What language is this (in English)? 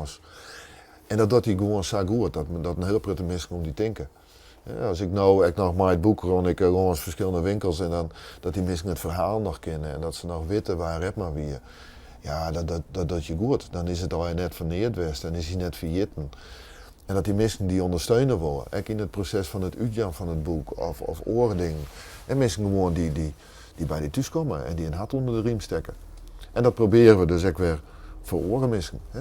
Western Frisian